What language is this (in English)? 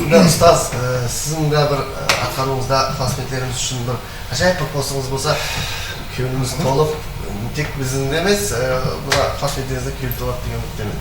Kara-Kalpak